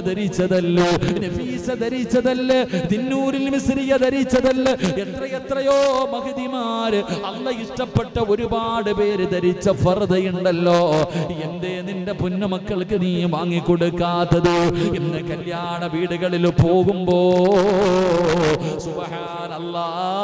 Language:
Malayalam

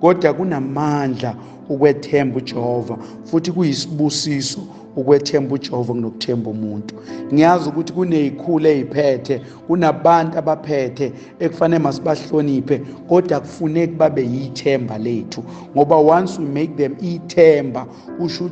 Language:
Zulu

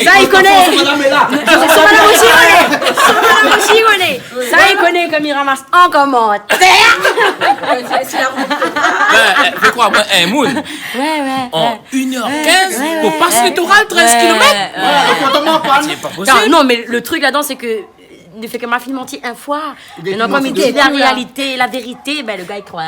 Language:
Réunion Creole French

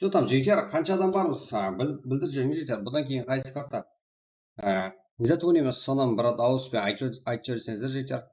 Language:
Kara-Kalpak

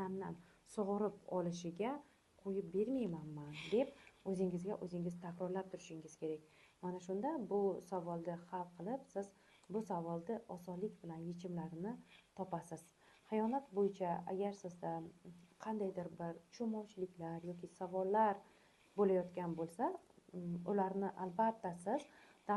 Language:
Uzbek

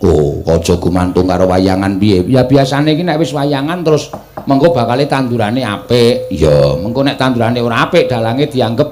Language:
Javanese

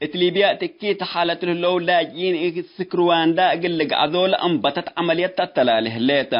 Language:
Tigre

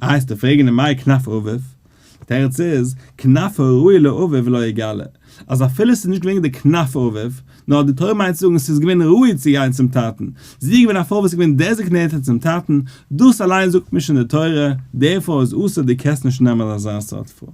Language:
Yiddish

